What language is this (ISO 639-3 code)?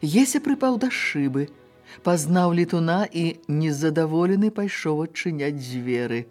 bel